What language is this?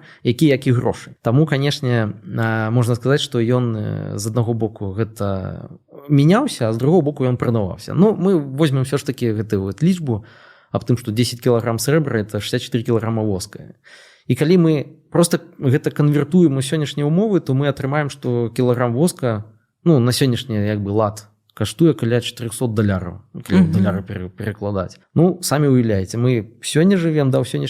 Belarusian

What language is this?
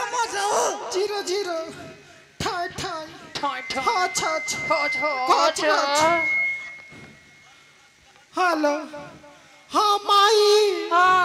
Bhojpuri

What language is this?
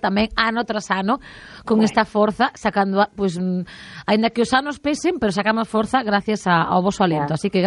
Galician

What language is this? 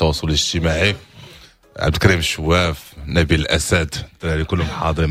Moroccan Arabic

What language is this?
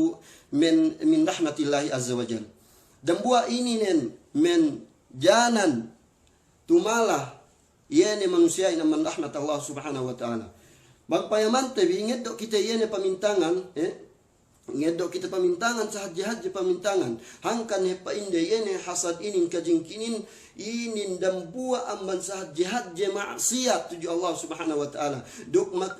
Yakan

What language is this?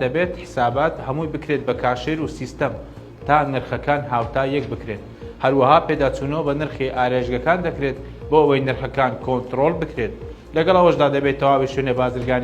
Central Kurdish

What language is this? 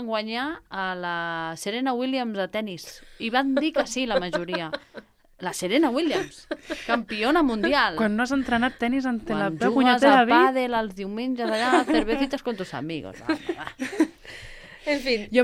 Catalan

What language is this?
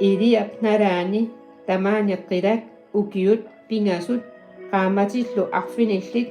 Kalaallisut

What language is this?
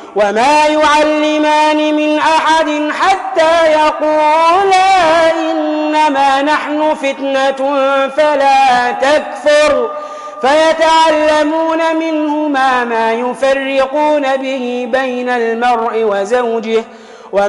Arabic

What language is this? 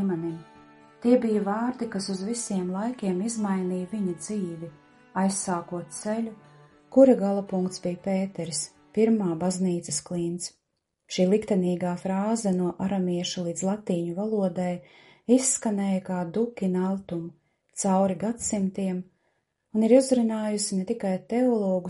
Latvian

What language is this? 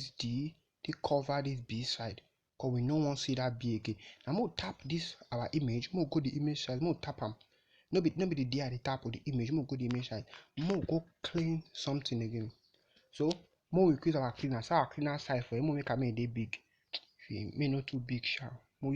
Nigerian Pidgin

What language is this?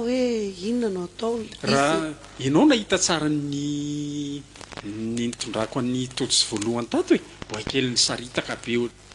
Malagasy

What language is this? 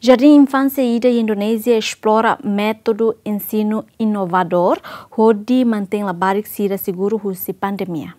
Tetum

